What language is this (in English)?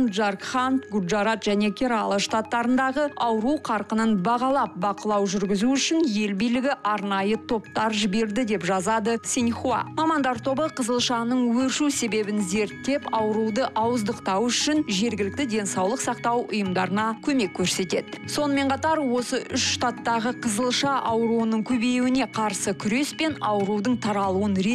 Kazakh